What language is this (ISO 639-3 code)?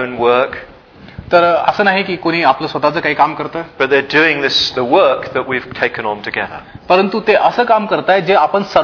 mar